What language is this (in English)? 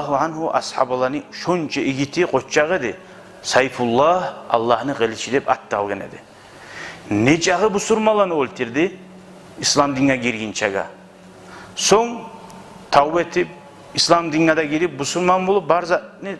Kumyk